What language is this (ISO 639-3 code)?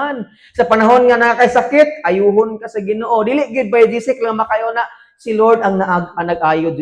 ceb